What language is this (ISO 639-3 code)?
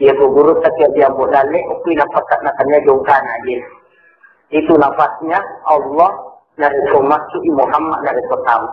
bug